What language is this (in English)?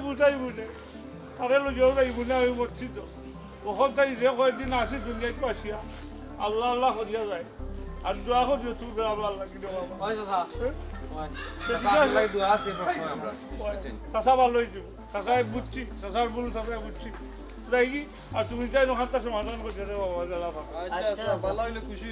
Sylheti